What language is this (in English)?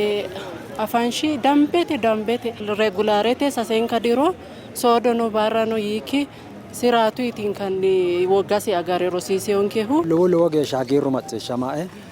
Sidamo